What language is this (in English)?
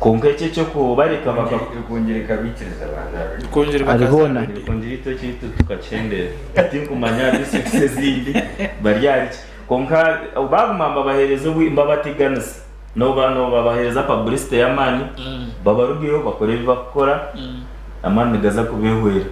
Nyankole